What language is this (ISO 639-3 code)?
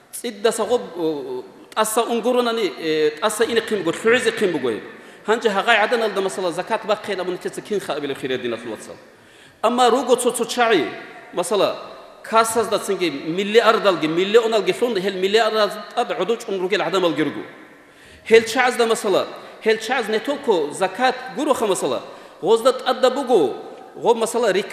ava